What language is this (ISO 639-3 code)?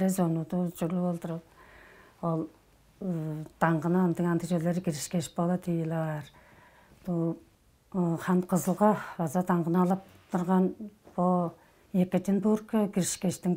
tyv